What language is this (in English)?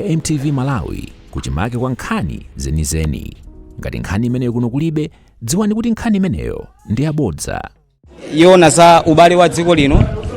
Nyanja